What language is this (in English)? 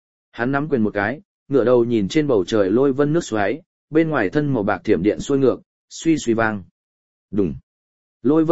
Vietnamese